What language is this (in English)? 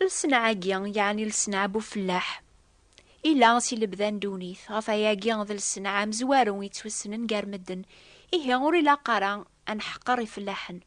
Kabyle